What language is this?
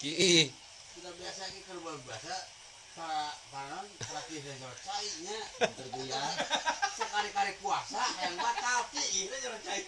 Sundanese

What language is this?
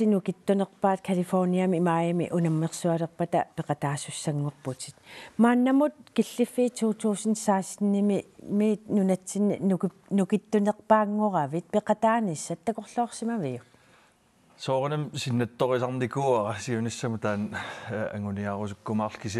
Kalaallisut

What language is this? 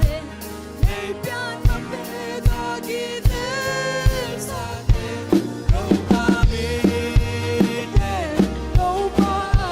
Tedim Chin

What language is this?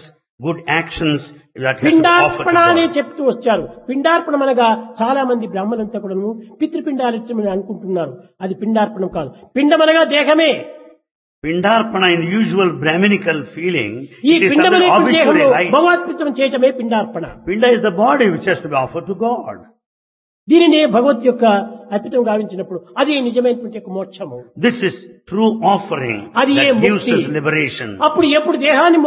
Telugu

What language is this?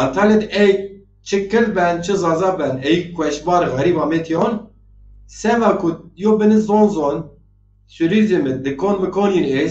Zaza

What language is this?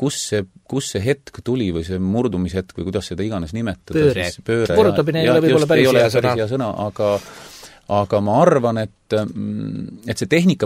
Estonian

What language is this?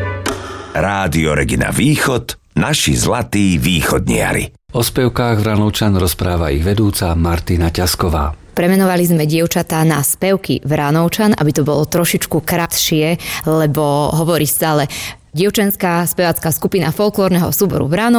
Slovak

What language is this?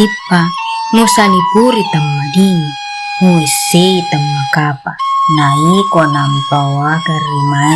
Buginese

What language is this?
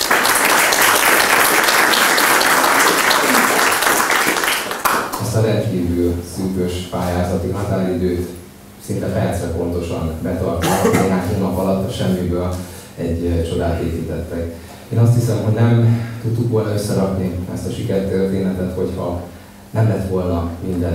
Hungarian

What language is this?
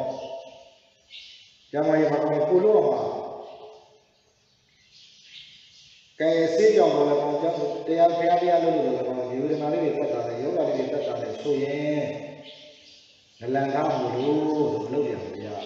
Burmese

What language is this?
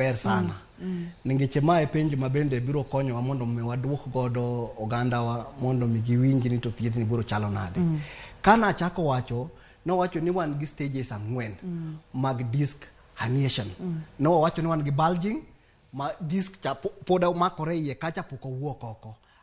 Luo (Kenya and Tanzania)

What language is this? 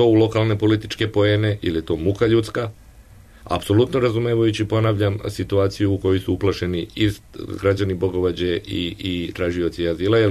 Serbian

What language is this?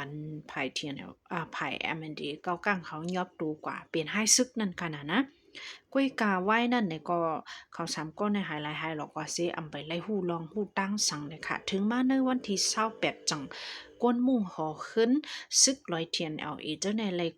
Shan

